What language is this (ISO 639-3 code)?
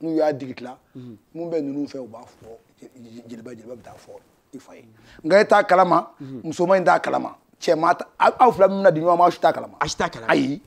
bam